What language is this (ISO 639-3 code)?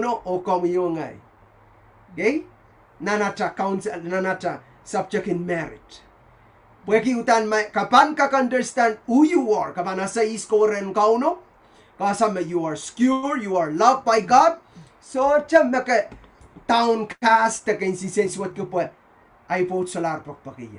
pon